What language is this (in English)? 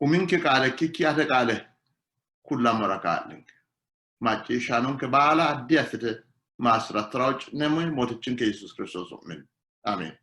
Sidamo